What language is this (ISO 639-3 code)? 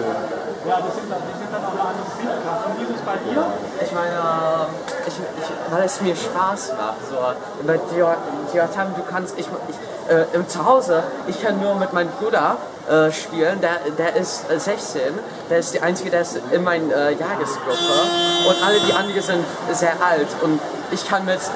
deu